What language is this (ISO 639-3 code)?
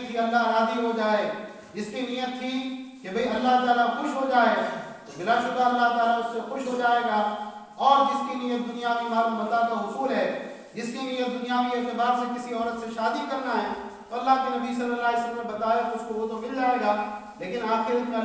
urd